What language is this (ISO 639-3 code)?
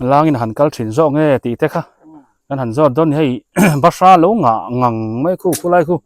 biu